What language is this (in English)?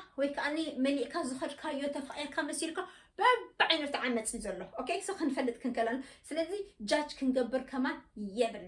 Tigrinya